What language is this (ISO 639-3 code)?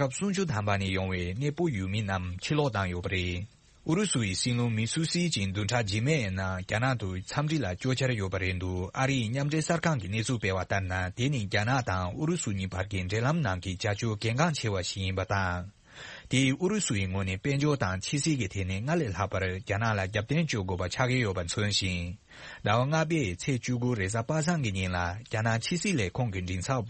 bod